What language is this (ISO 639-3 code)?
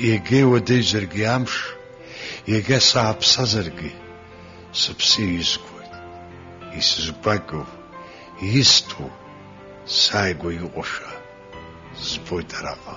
abk